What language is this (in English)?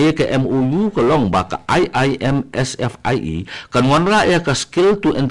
Khasi